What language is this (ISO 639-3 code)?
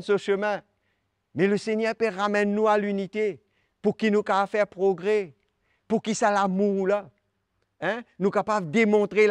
mfe